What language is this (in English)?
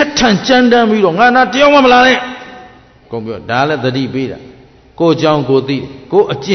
Burmese